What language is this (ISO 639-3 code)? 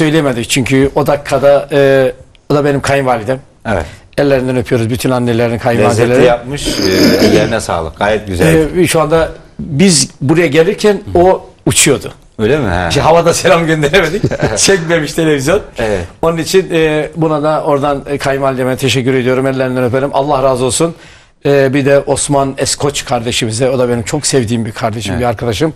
tur